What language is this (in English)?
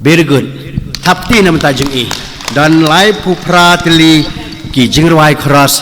Khasi